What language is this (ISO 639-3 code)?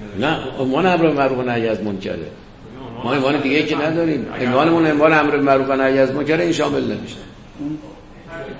fas